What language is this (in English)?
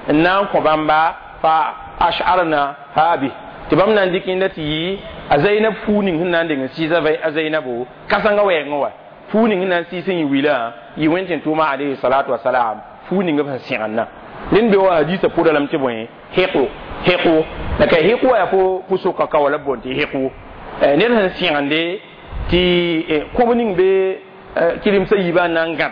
Mossi